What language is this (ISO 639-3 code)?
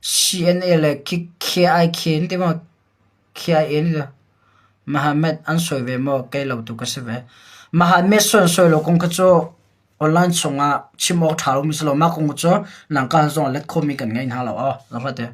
cnh